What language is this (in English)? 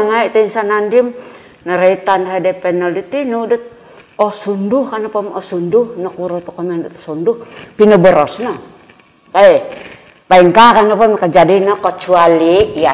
Central Dusun